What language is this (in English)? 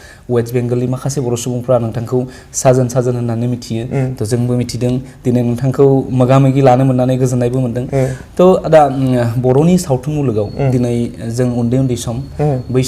Bodo